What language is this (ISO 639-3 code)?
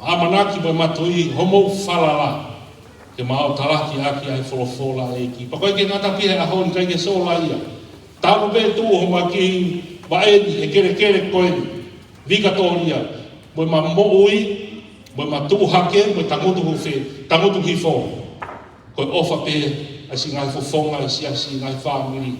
ton